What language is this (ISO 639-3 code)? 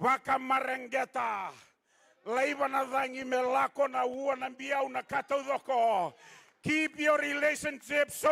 fij